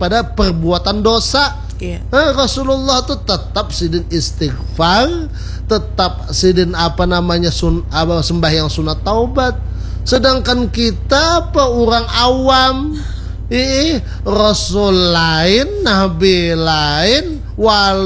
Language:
Banjar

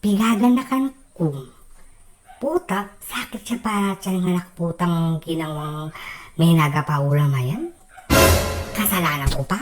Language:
Pampanga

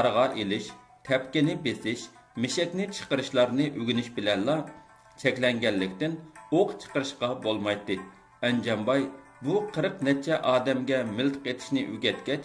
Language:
Uyghur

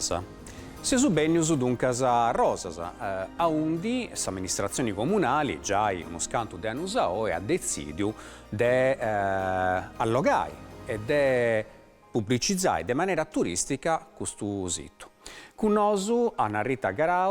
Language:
Sardinian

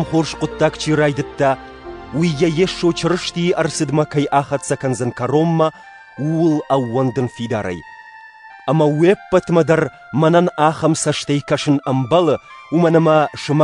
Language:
Ossetic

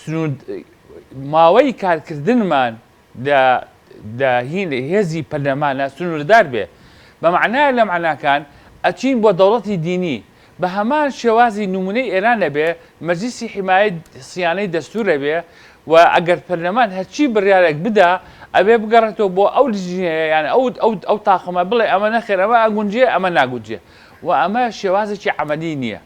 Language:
Central Kurdish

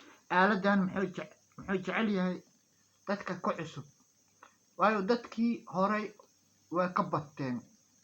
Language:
Somali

